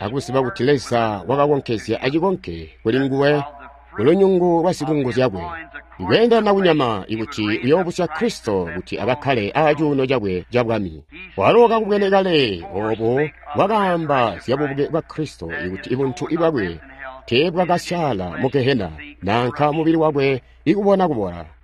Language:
Tonga (Zambia)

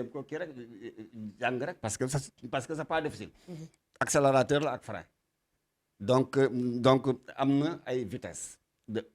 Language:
Wolof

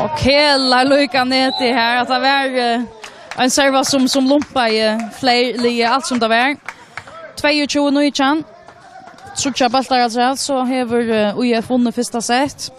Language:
Faroese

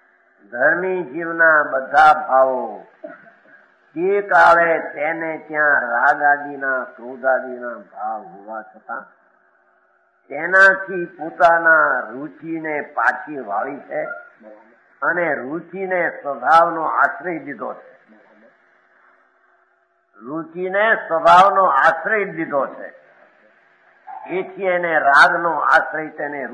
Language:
Gujarati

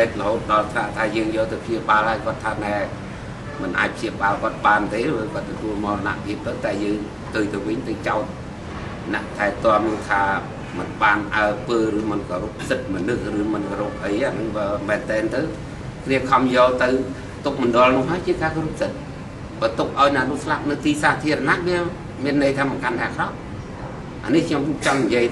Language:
Khmer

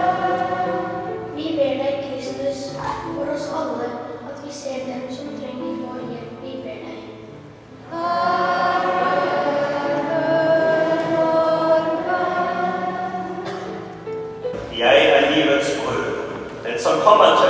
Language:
Norwegian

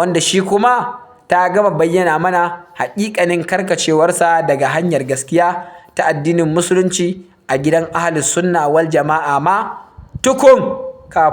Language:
Hausa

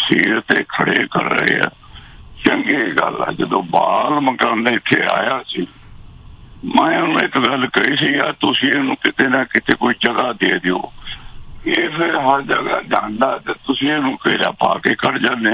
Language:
Punjabi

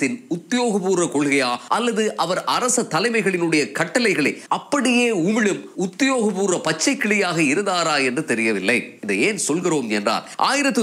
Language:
Tamil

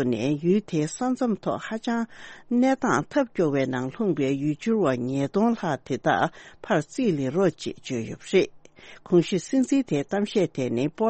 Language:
Tibetan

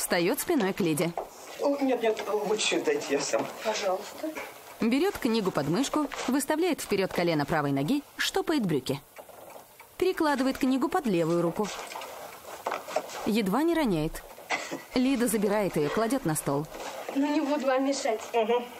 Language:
Russian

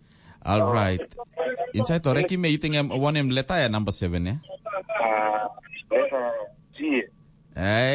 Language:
Tok Pisin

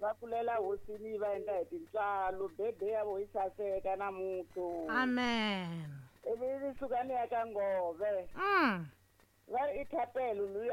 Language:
Tsonga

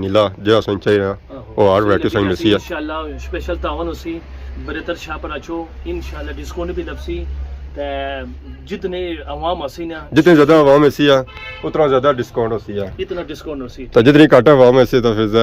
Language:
Pahari-Potwari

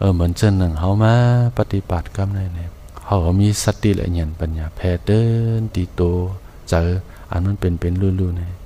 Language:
Shan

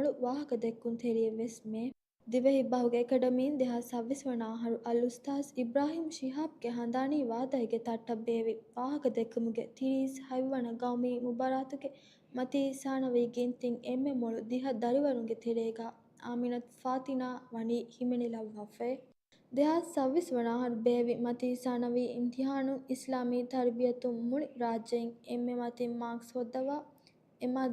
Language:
Divehi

